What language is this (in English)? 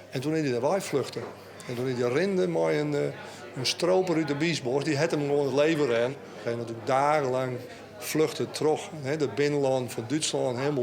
Western Frisian